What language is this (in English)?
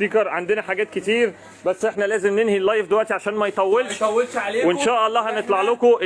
Egyptian Arabic